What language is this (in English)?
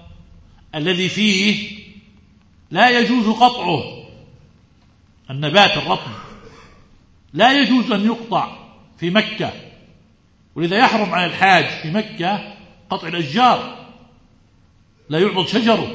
Arabic